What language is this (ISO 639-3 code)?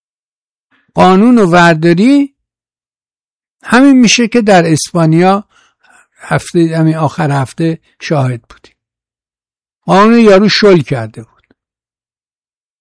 fas